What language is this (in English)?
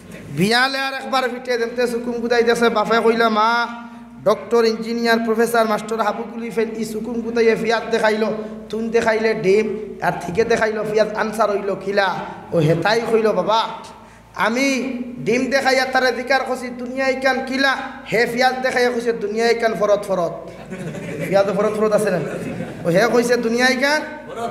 Sylheti